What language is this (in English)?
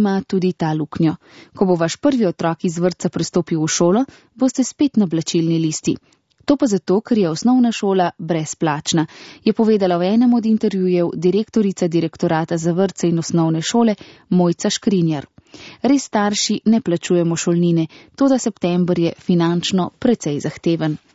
Slovenian